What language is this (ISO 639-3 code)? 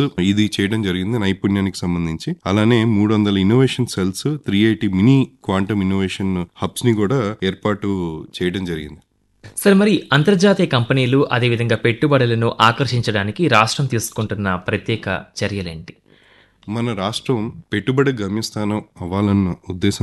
tel